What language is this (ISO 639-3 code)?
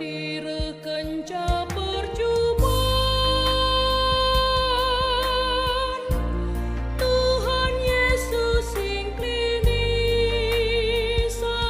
btx